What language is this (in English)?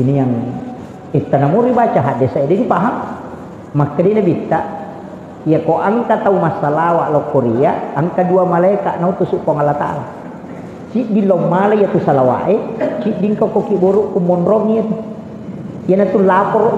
Buginese